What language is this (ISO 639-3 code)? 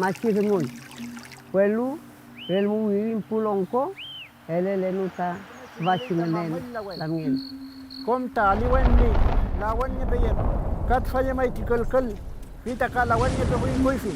arn